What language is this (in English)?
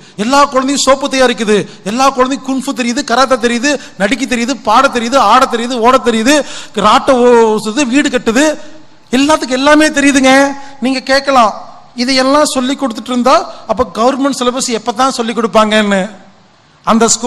Tamil